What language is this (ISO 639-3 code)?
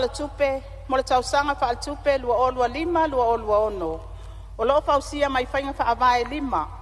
smo